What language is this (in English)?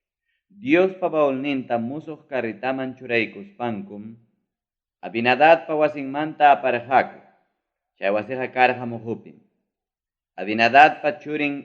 Ayacucho Quechua